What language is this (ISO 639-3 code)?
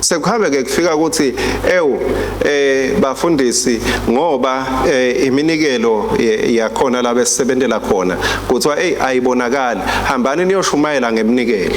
ssw